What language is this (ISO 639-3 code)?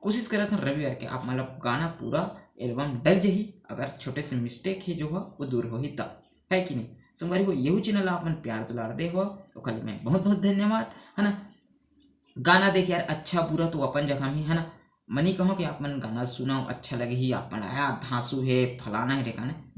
hne